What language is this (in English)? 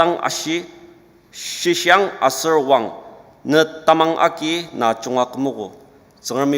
Ao Naga